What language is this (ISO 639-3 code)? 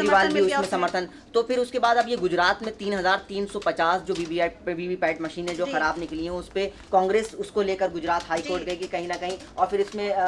hin